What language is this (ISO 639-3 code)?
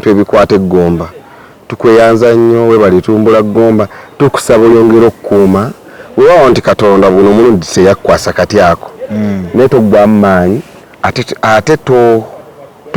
lug